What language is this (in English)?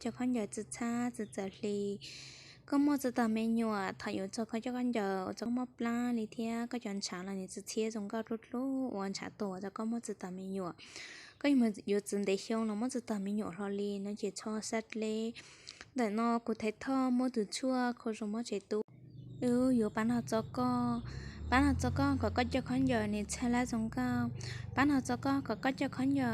Hmong